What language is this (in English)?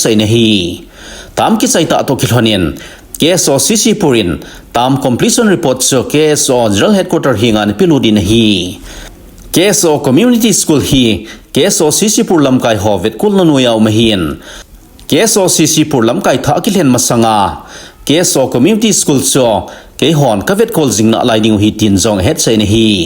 Thado Chin